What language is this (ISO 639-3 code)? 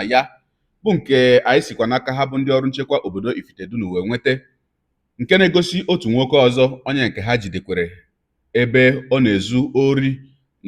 ibo